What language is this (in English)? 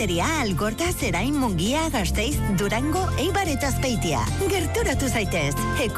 Basque